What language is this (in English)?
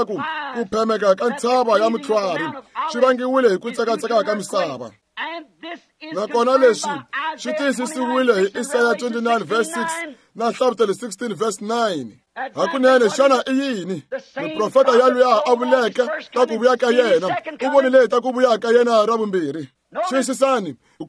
Tsonga